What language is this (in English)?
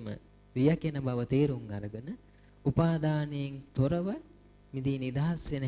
Sinhala